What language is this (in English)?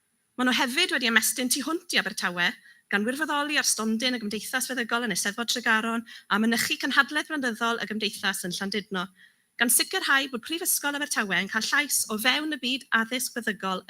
Welsh